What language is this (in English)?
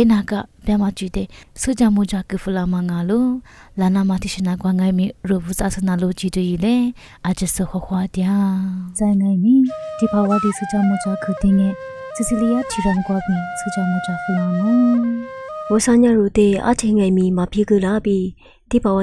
Lisu